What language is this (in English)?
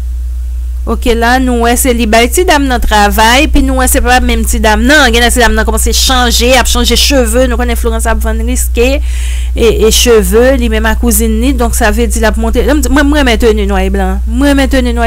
Haitian Creole